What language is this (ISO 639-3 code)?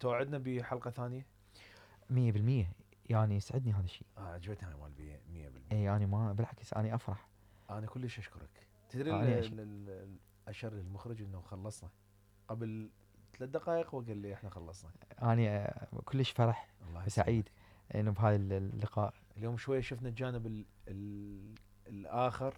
acm